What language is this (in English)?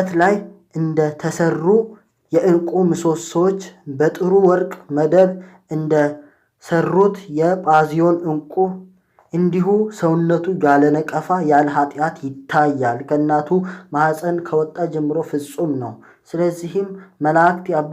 Amharic